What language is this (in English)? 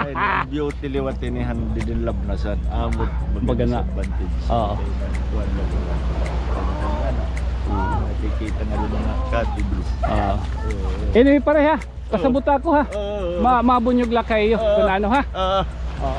Waray